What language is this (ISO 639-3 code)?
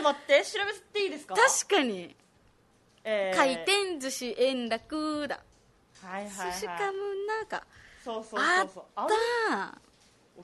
jpn